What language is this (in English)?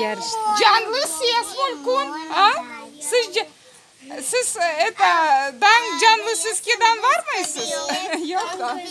Crimean Tatar